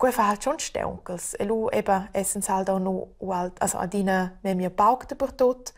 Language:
Romansh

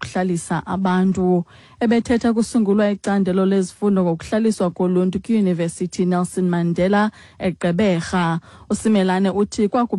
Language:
Xhosa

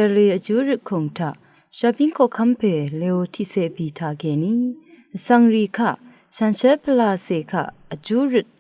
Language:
Rawang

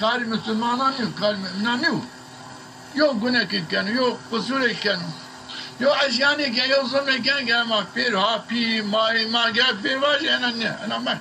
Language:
Zaza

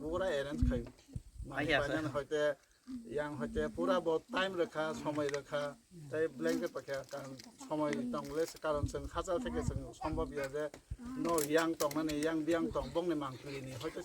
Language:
Kok Borok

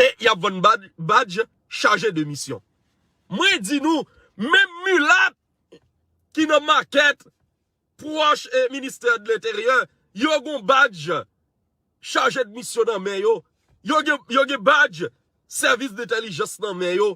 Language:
Haitian Creole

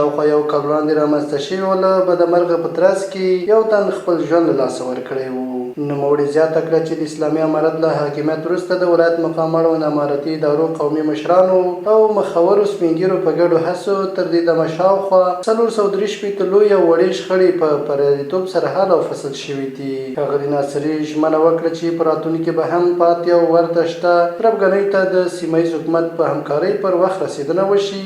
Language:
Pashto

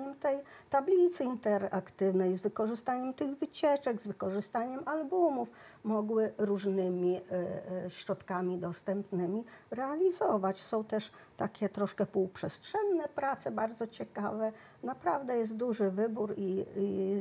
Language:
Polish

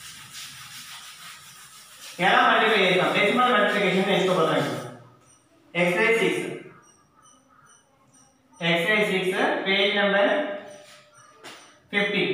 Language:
Telugu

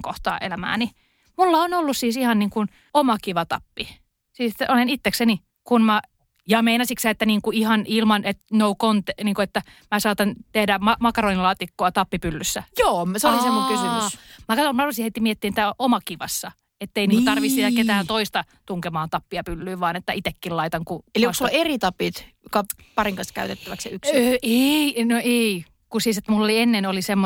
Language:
Finnish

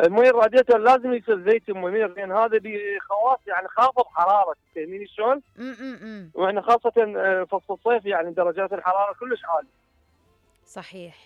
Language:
Mesopotamian Arabic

